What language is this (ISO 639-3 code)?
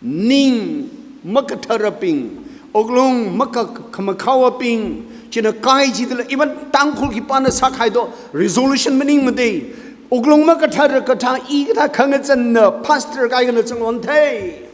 nmf